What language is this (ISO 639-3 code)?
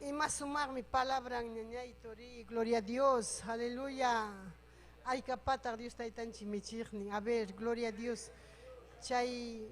quy